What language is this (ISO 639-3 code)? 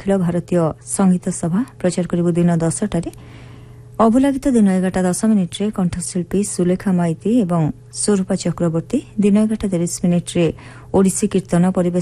ori